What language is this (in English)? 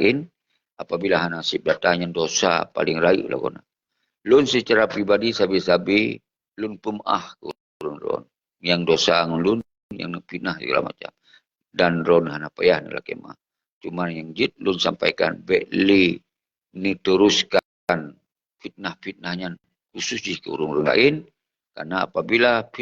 Achinese